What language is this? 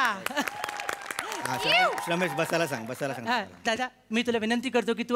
Marathi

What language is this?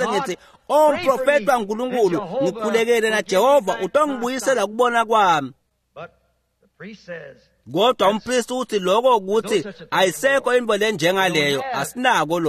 Swati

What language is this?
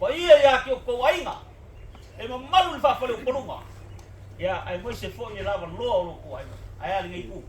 Samoan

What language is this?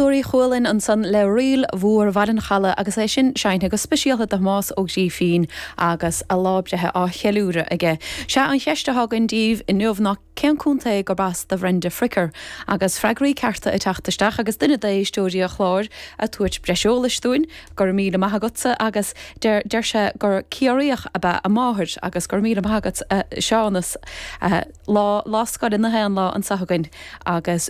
Irish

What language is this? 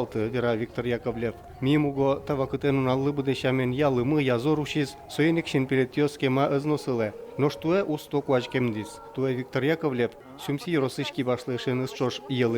Udmurt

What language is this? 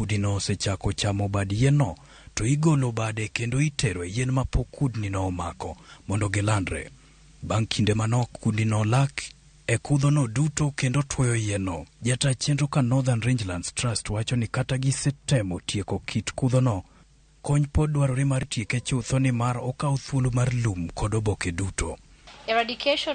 Luo (Kenya and Tanzania)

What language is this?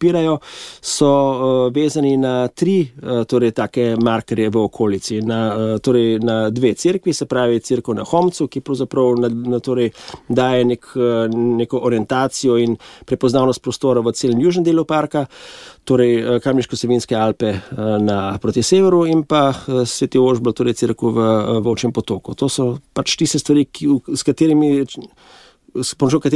Slovenian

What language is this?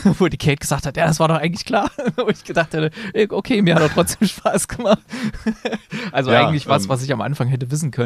German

